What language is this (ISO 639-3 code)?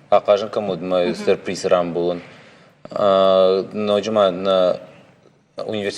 oss